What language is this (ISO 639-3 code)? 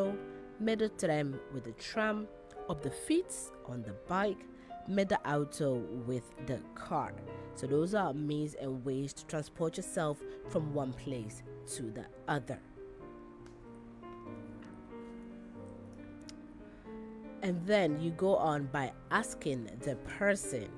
eng